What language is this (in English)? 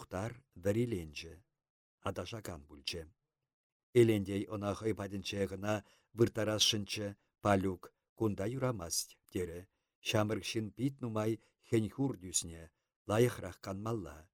Chuvash